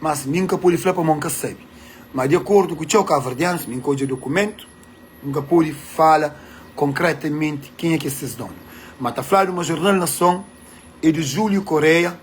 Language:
Kabuverdianu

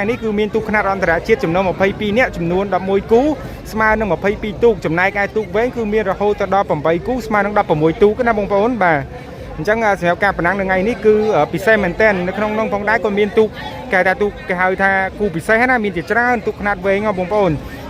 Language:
Khmer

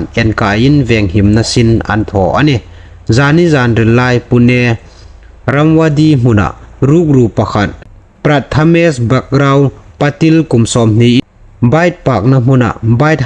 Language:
Hmar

